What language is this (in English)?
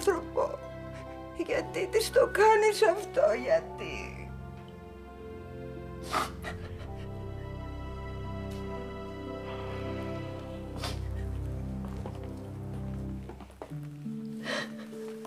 Greek